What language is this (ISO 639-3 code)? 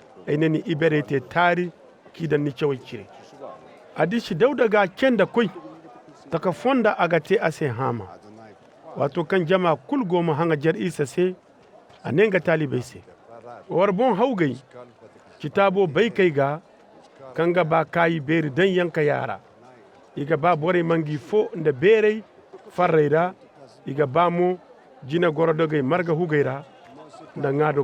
dje